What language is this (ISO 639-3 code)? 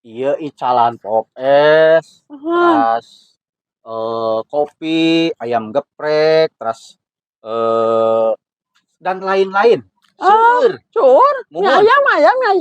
sun